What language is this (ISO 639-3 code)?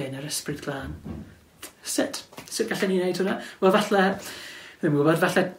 cym